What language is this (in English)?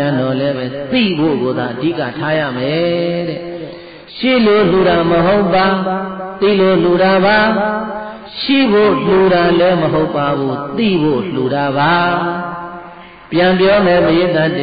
Burmese